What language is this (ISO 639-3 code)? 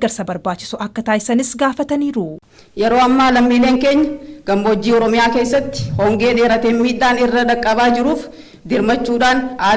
orm